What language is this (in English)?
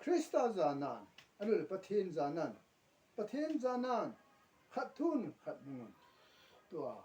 Thado Chin